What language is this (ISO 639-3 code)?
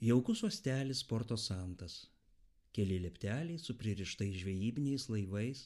lit